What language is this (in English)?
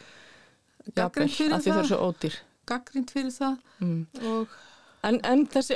Icelandic